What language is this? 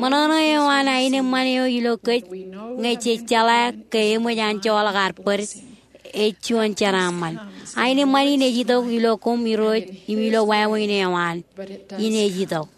Marshallese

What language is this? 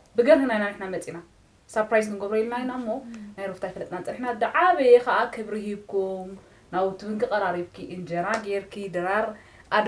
Tigrinya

